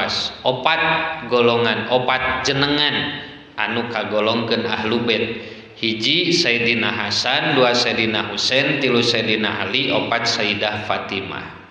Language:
Sundanese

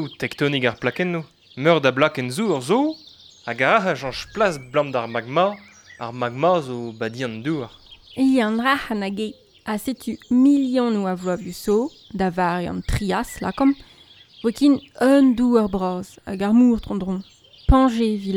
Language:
Breton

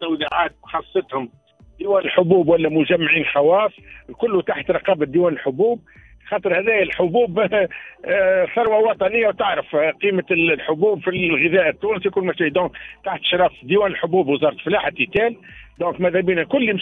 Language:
Tunisian Arabic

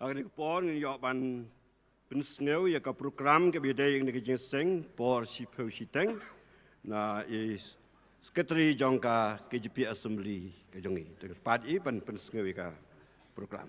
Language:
Khasi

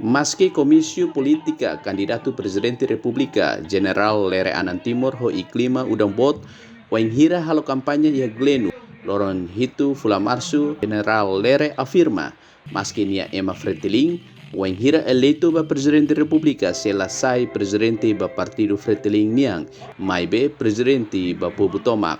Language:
Tetum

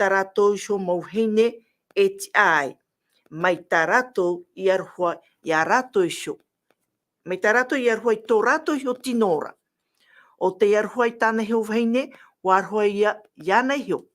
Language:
Tahitian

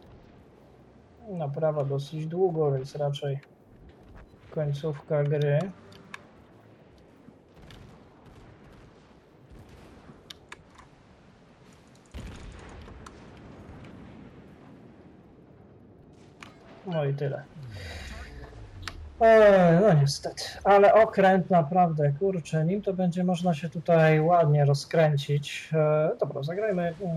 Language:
Polish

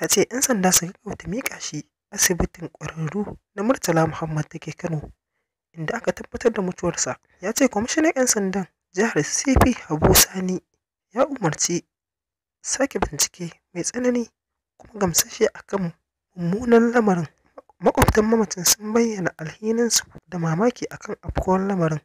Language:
Hausa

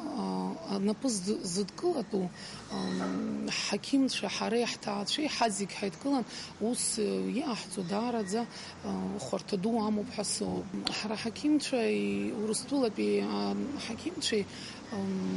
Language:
Abkhazian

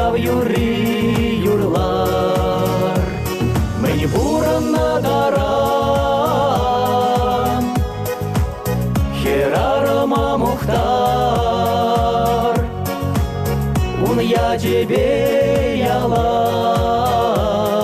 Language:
Chuvash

